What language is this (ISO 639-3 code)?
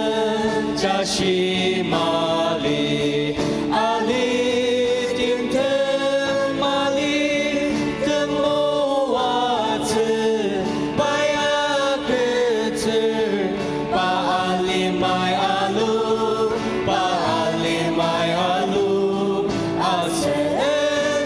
njo